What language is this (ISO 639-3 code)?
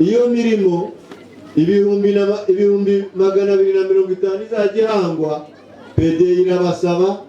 kin